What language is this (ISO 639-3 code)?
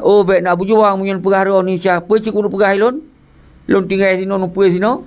ace